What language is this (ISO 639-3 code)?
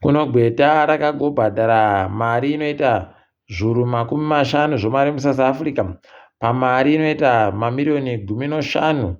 ndc